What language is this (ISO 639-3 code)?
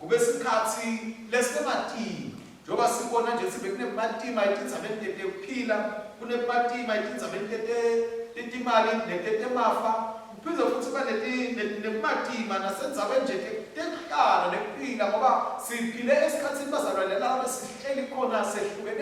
ssw